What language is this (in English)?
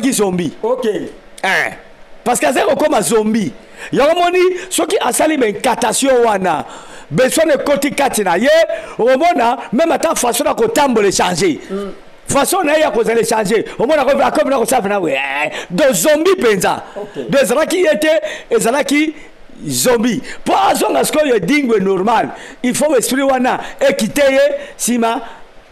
Lingala